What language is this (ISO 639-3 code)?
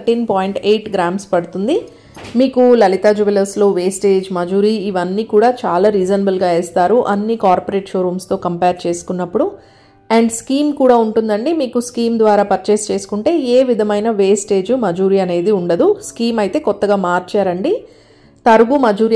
tel